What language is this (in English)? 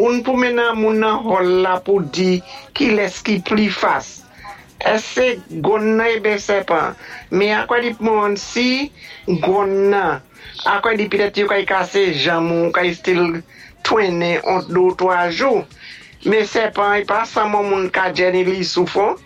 Saint Lucian Creole French